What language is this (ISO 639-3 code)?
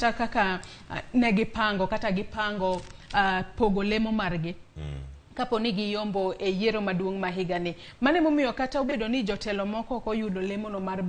luo